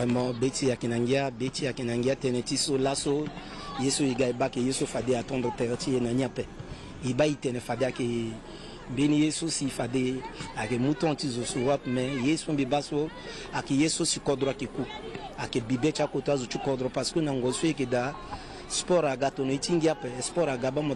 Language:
Sango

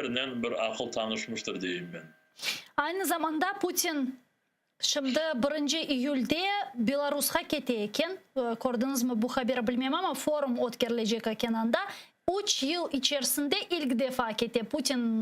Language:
Crimean Tatar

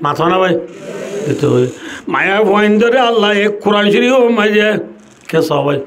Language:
Rohingya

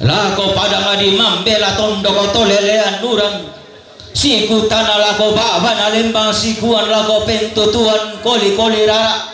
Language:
Toraja-Sa'dan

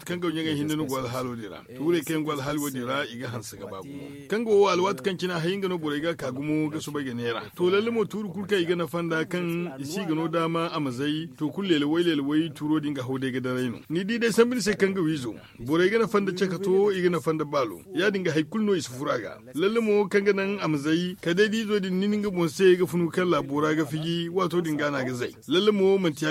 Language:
Zarma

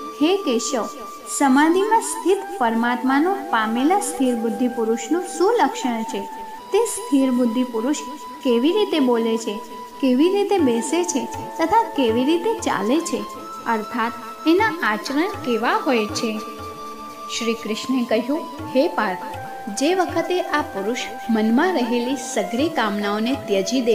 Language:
Gujarati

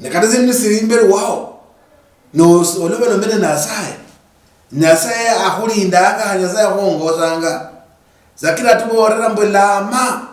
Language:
Luyia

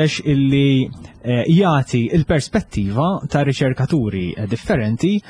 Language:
Maltese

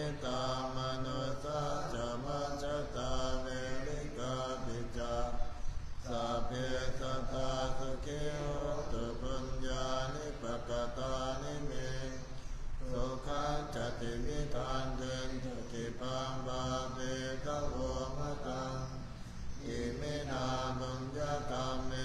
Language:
Pali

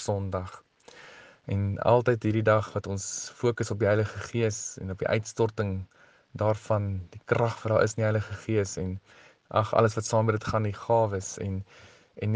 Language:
Afrikaans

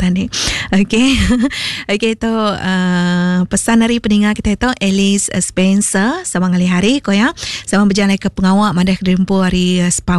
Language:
Iban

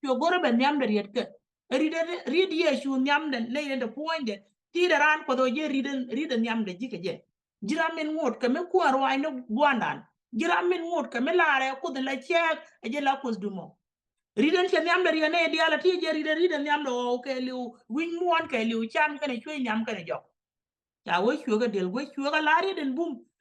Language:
Nuer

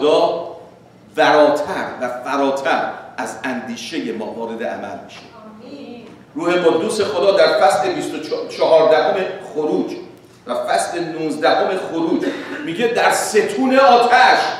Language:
Persian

